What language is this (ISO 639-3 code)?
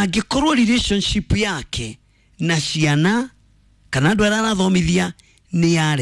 kik